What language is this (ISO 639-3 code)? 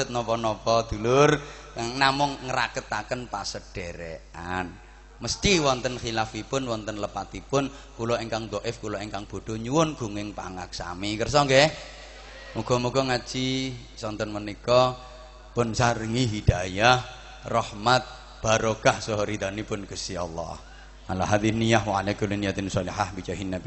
jav